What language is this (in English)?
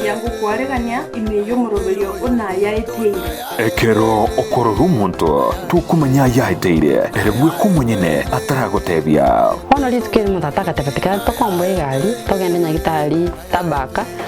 Gusii